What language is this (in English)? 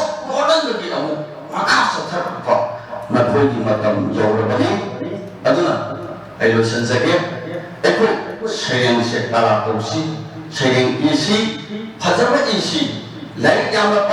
Manipuri